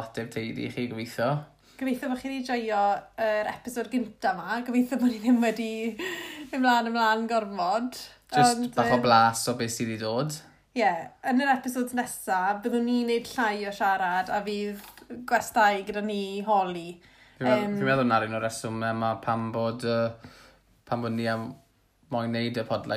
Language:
Welsh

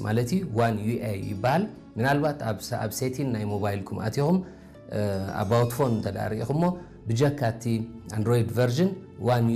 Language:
Tigrinya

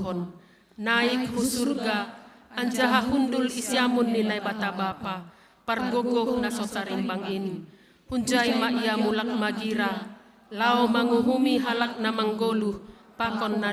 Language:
Batak Simalungun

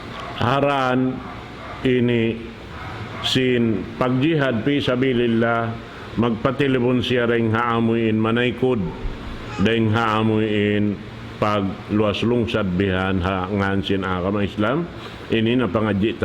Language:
Tausug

